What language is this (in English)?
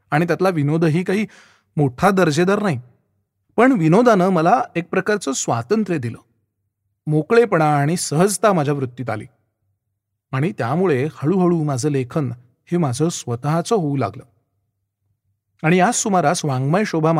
Marathi